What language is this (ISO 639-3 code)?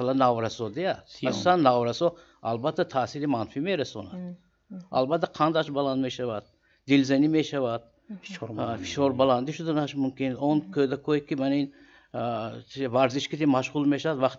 tgk